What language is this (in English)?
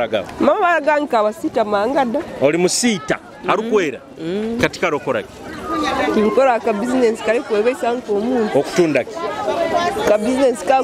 Nyoro